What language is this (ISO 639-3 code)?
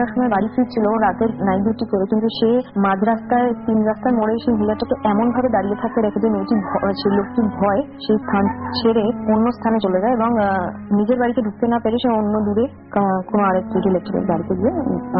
ben